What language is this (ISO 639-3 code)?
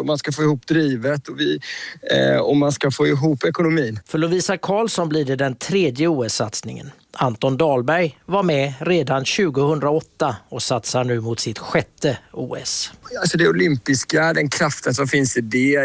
swe